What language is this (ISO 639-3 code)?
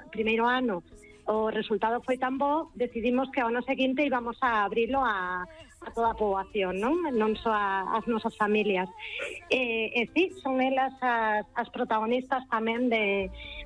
glg